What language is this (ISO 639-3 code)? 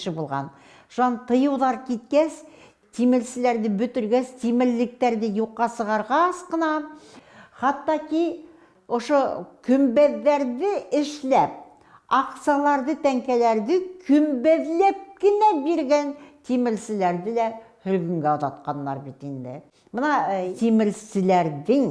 bak